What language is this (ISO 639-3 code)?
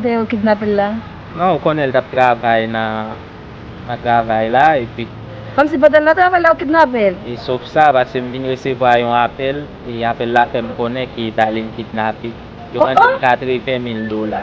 hat